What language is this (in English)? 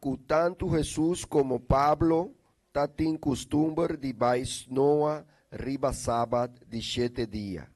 Papiamento